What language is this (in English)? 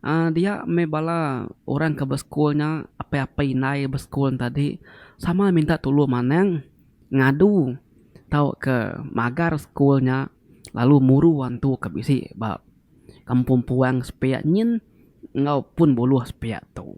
Iban